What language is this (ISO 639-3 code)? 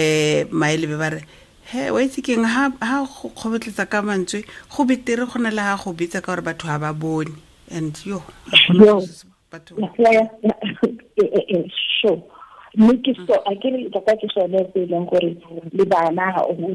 tsn